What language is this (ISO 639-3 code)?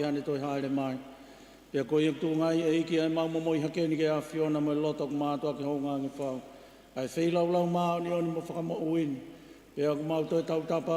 ton